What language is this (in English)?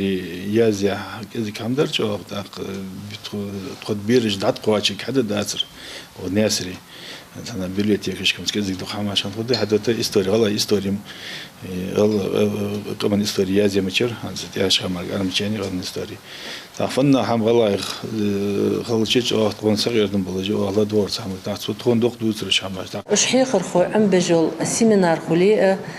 Ingush